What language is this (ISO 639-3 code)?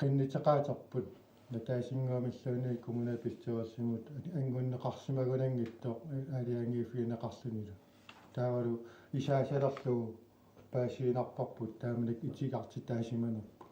kal